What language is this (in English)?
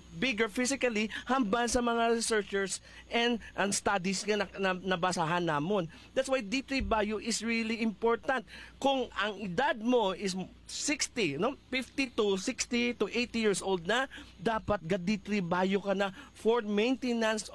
Hiligaynon